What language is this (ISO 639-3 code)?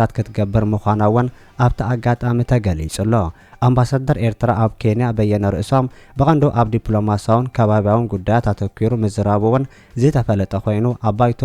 tir